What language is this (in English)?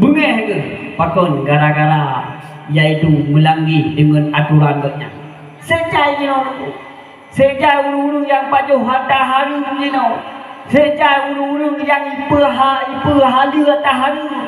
Achinese